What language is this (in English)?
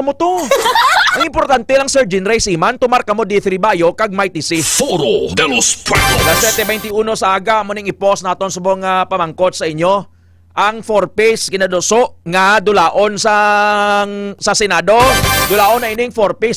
Hiligaynon